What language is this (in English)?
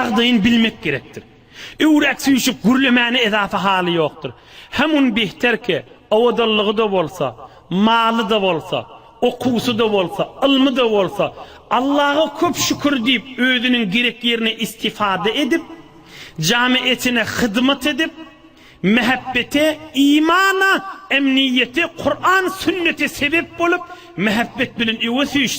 Turkmen